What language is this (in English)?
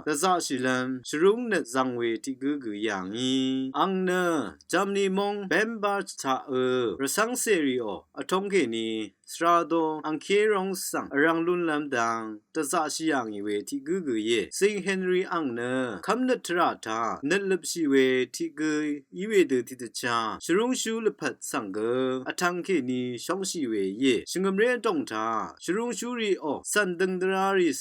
Rawang